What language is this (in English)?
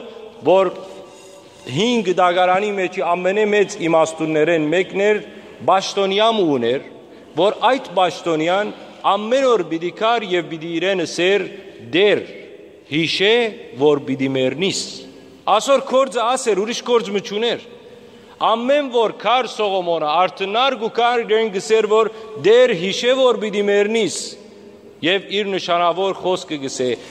Western Armenian